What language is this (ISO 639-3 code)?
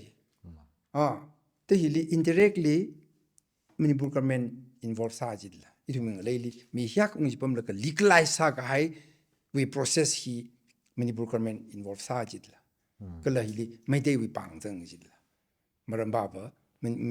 nmf